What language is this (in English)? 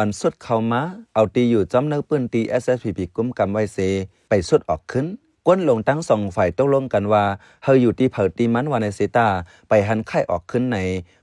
Shan